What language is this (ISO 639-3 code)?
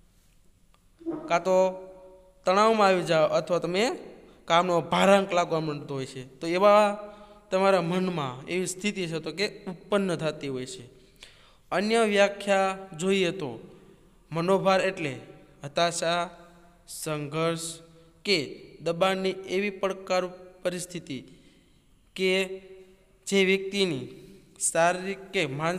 guj